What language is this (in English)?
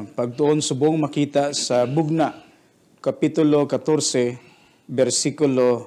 Hiligaynon